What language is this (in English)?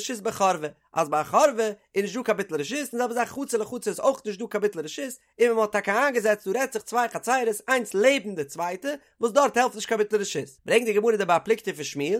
Yiddish